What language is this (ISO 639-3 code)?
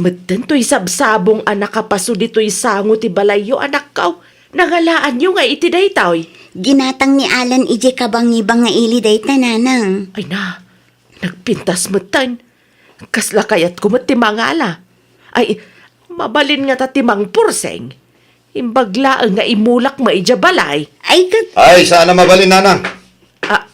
ilo